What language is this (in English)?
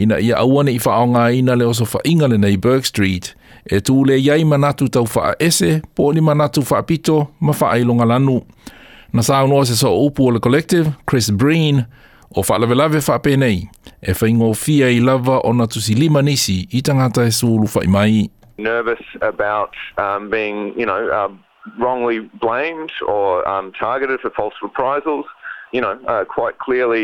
Samoan